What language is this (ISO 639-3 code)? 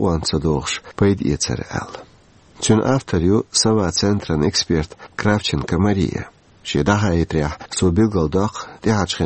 che